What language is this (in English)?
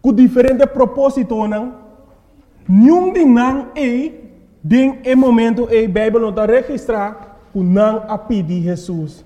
Papiamento